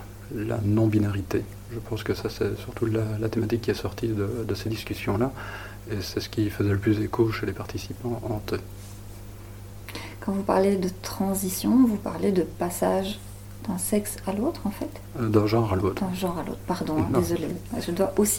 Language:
French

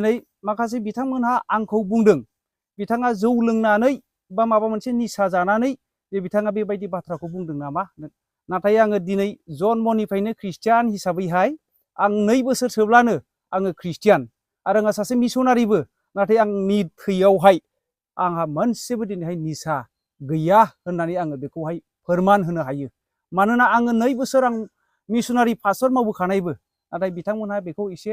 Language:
Bodo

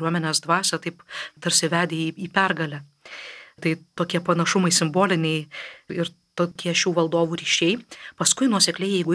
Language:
Lithuanian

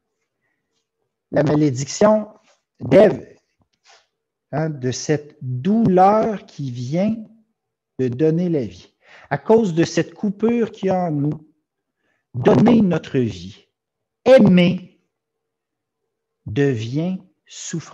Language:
French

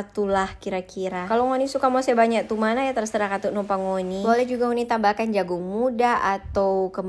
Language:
Manado Malay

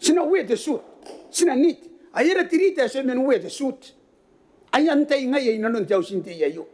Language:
Gilbertese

